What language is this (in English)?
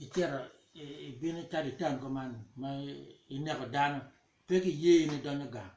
Acoli